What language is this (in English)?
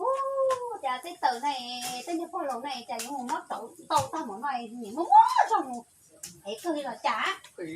Hmong